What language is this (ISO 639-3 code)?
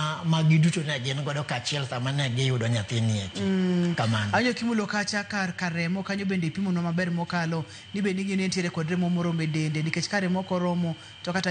luo